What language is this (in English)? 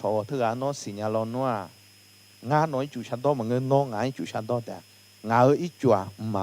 Akha